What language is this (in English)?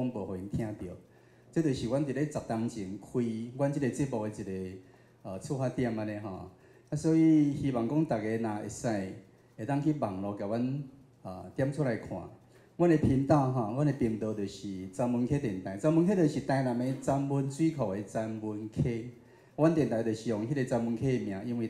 Min Nan Chinese